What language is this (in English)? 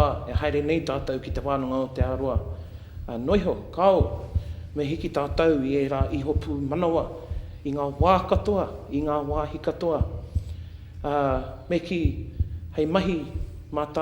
Māori